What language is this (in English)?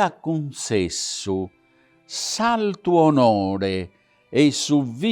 Sardinian